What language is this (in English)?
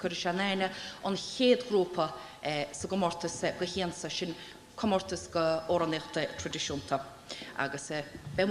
Irish